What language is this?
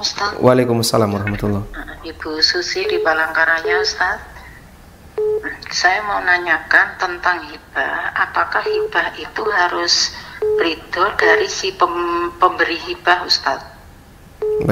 Indonesian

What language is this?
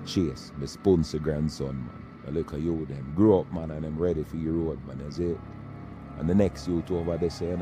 Jamaican Creole English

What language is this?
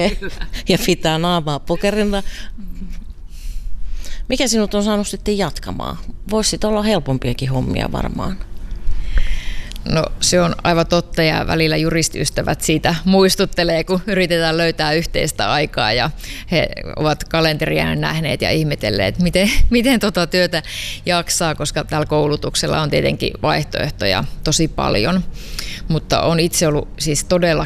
Finnish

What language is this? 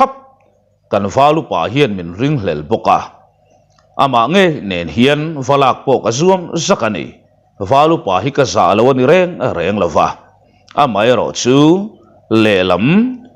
Mizo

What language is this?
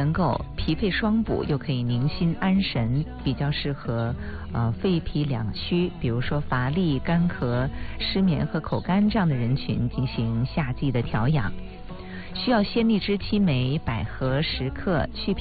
Chinese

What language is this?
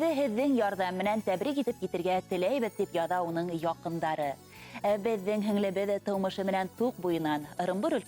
Bashkir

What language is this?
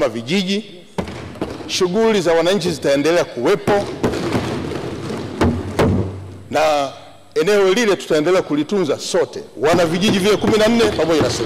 Swahili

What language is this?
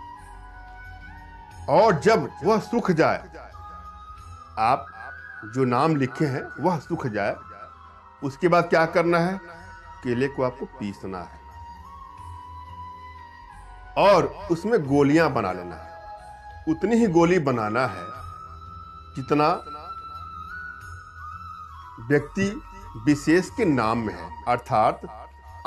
Hindi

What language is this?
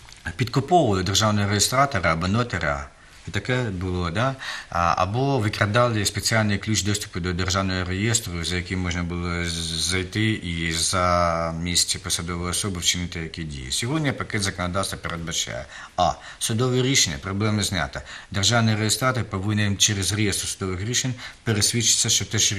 Ukrainian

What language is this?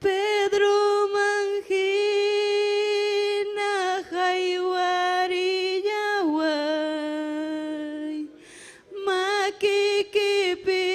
Ayacucho Quechua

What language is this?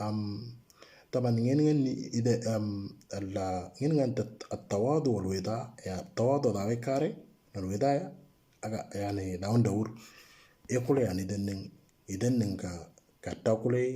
Moro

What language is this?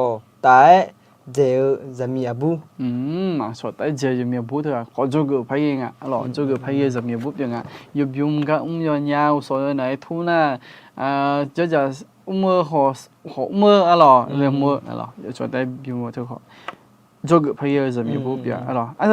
Akha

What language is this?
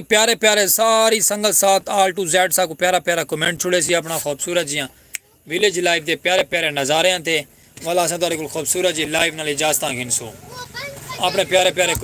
Saraiki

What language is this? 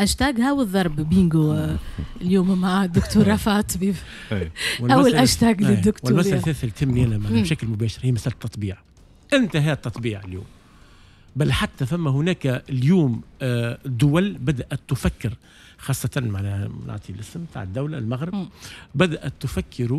Tunisian Arabic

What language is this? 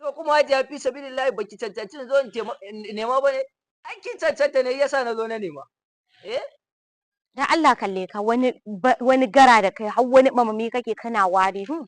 Hausa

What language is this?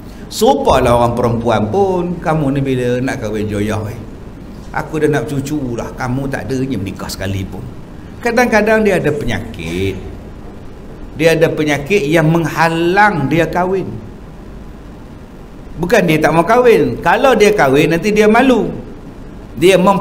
Malay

